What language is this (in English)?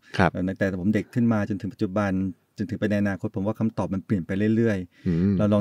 Thai